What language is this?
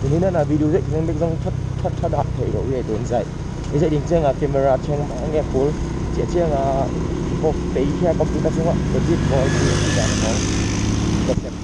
Tedim Chin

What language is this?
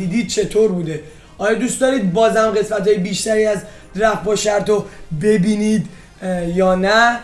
Persian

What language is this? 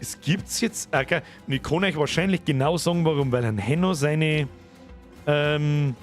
Bavarian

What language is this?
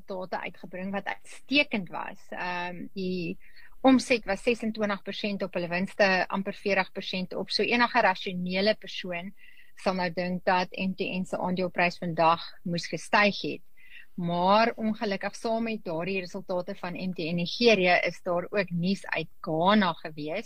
Afrikaans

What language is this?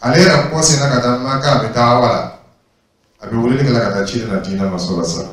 Dyula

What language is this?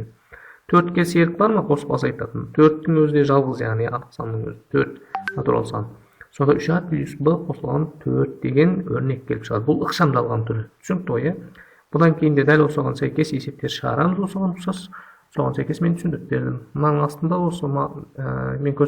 Kazakh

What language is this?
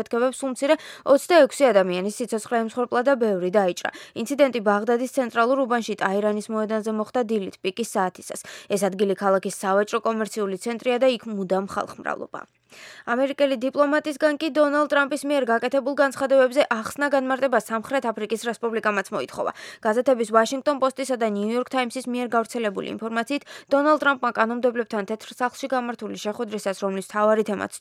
Georgian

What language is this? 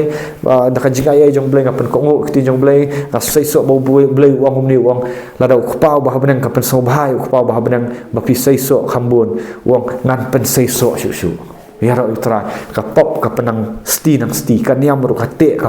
Khasi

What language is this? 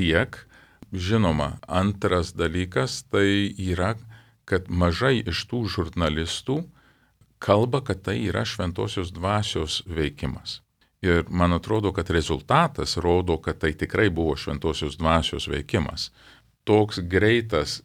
Lithuanian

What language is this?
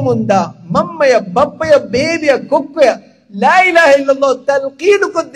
Divehi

